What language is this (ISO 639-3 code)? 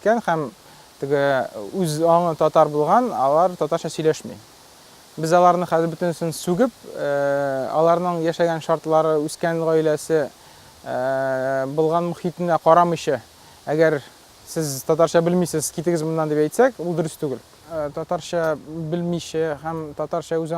tat